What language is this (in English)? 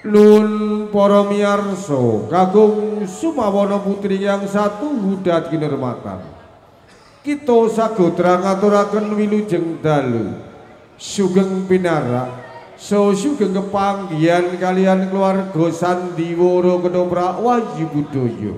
Javanese